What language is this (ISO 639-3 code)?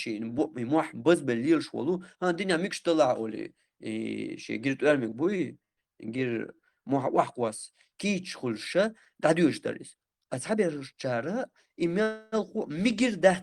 che